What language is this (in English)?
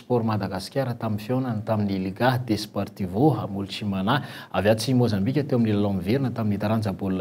Malagasy